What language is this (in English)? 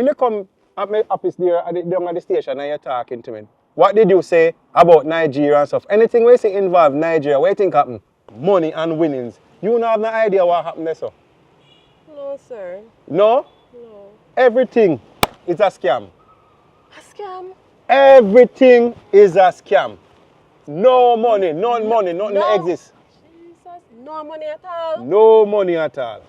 Jamaican Creole English